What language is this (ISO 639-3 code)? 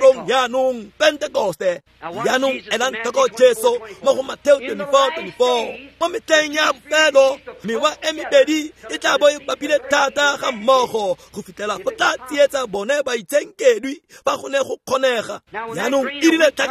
tsn